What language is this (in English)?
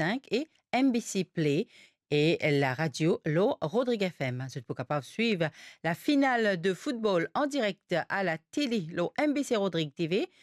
Morisyen